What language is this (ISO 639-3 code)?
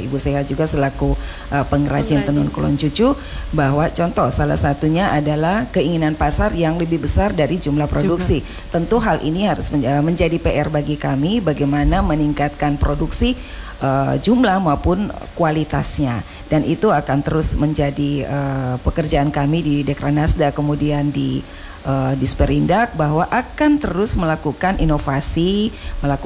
ind